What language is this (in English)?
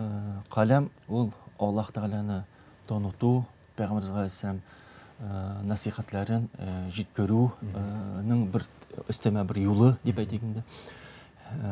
Tatar